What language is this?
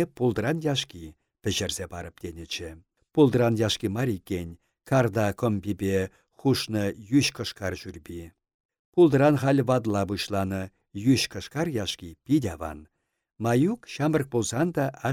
Chuvash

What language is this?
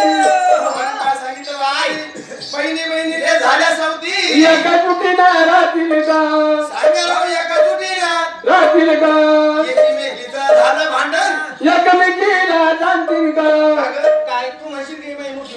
Marathi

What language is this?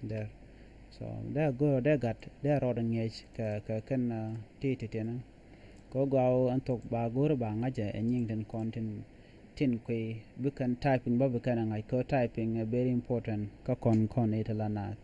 Nuer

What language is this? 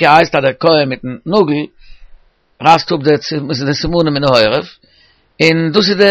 Yiddish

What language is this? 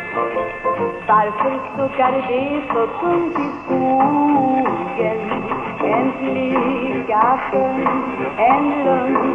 Swedish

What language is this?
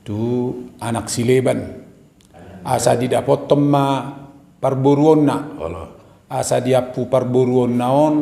Batak Toba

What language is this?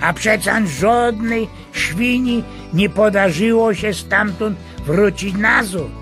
Silesian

